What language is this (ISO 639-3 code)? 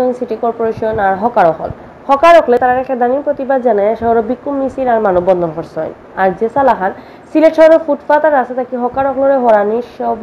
syl